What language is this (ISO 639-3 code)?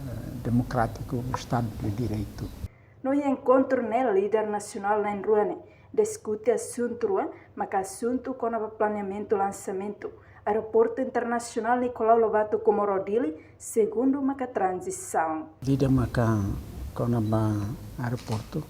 tet